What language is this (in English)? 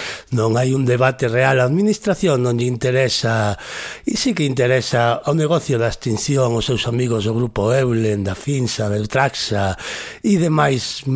Galician